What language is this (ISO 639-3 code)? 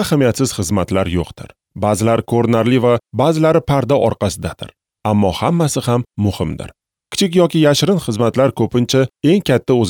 uzb